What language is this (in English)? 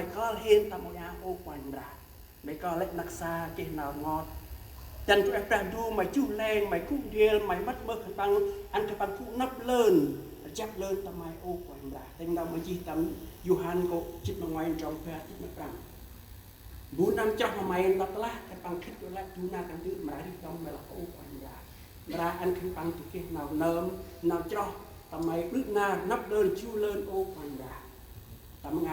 Central Mnong